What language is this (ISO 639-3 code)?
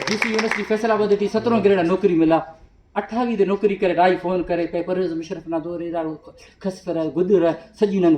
brh